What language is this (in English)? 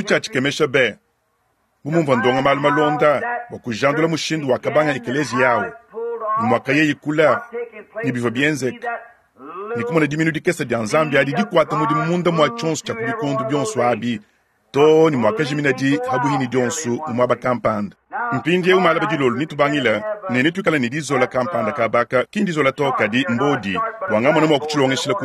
Luba-Lulua